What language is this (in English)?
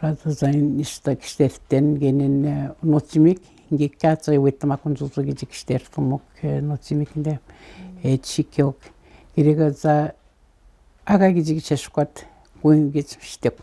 Atikamekw